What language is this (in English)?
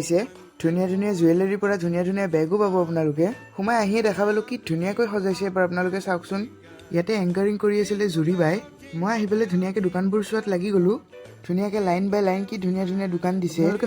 Assamese